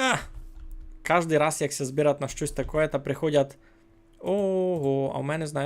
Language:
Rusyn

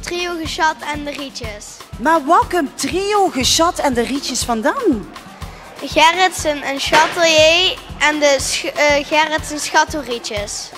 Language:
Limburgish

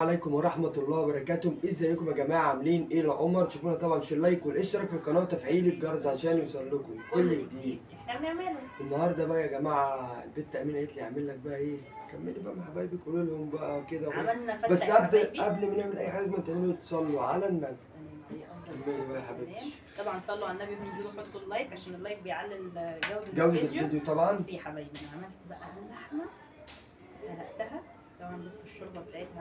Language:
Egyptian Arabic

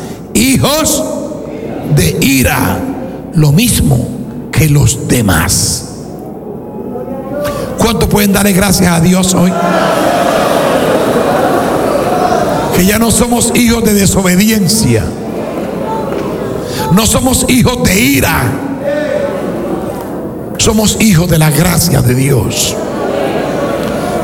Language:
Spanish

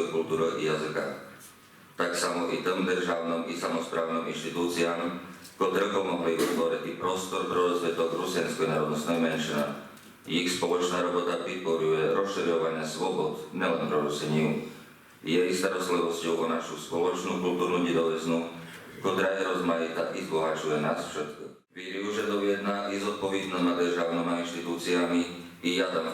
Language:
Rusyn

